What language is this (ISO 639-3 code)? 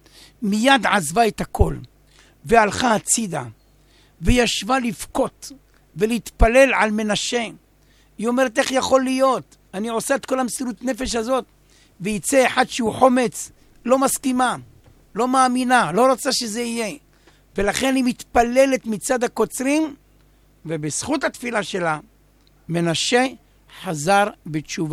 heb